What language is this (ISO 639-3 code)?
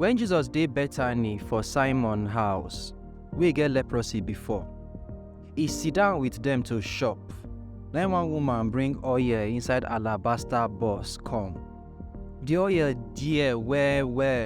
pcm